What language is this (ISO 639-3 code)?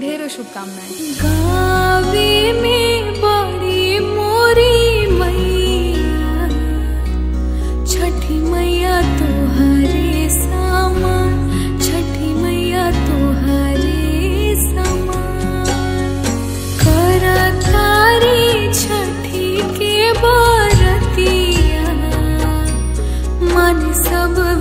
bho